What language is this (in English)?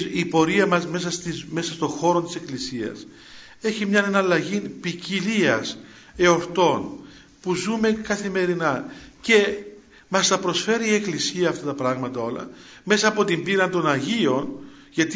Greek